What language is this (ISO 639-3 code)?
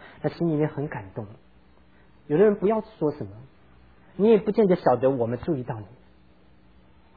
zho